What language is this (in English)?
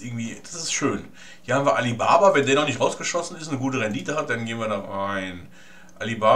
German